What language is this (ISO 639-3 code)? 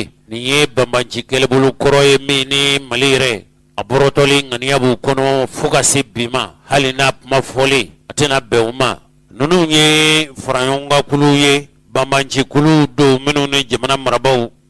bam